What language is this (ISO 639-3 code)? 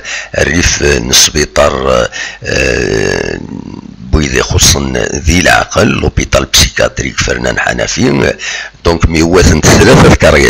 kab